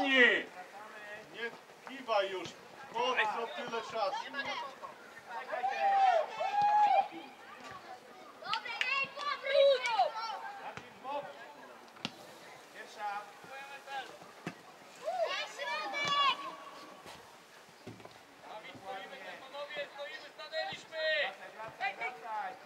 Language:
Polish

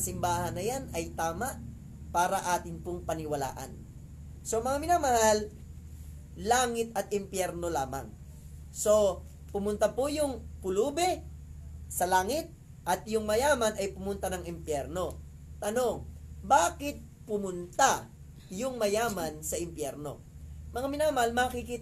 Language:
Filipino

